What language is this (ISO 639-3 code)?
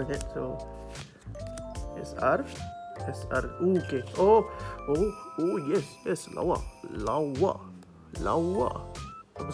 msa